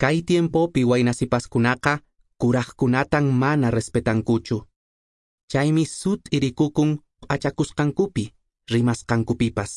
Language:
Quechua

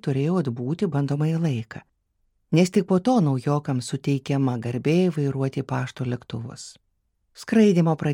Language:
Lithuanian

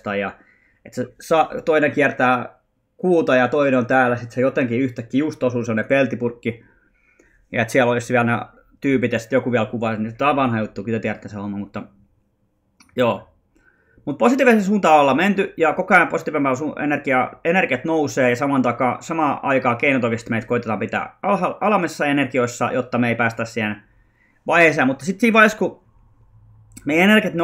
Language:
Finnish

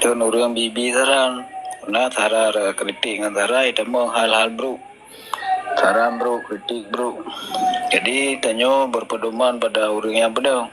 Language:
Achinese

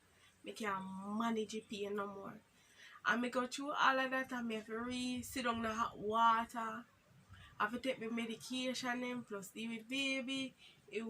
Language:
Jamaican Creole English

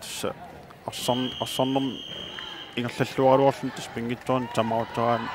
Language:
Kalaallisut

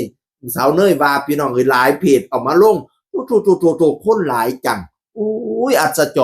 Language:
Northeastern Thai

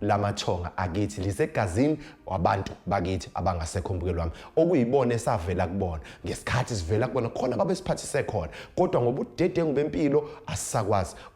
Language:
Zulu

